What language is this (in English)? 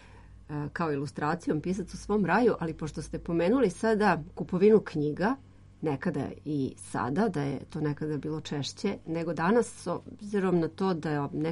Serbian